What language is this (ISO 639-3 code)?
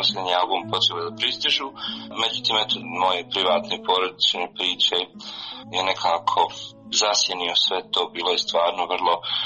srp